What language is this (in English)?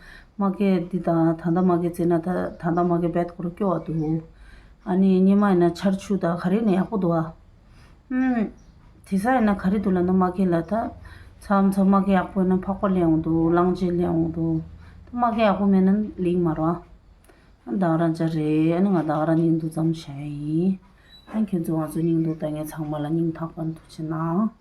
Tibetan